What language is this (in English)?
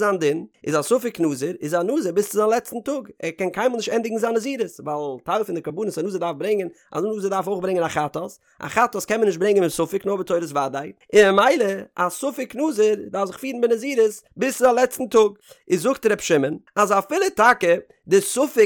Yiddish